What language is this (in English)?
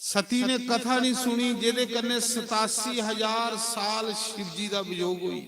Dogri